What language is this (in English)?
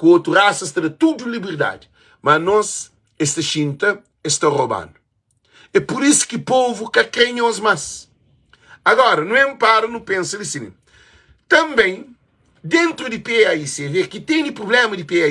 Kabuverdianu